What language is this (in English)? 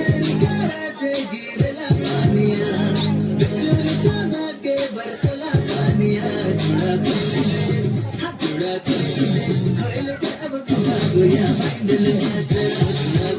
Sadri